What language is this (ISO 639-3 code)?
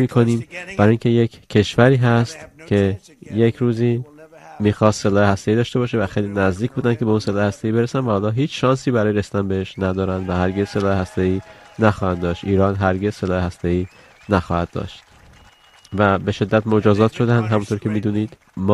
fas